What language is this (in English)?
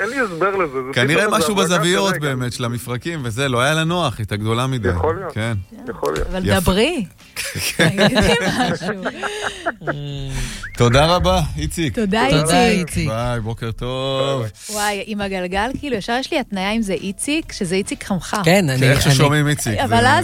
Hebrew